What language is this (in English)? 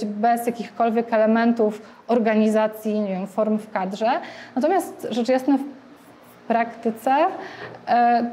Polish